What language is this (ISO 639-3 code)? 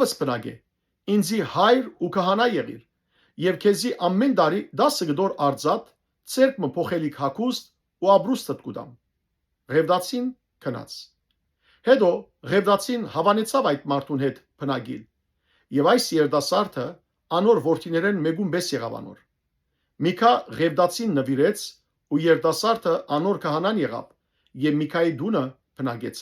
hyw